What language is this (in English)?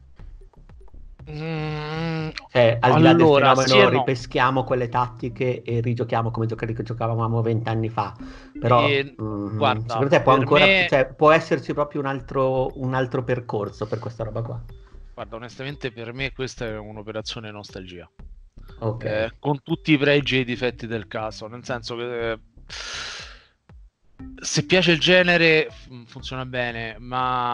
Italian